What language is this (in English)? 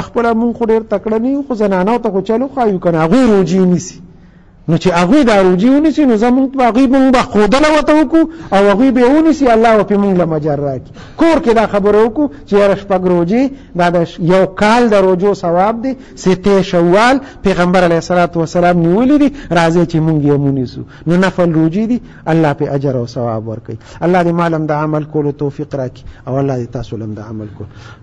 Pashto